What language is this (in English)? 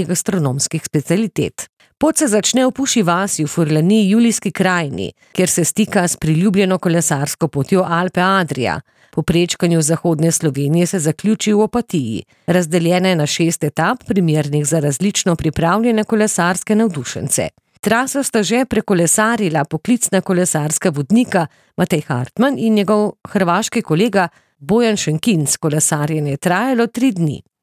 Slovenian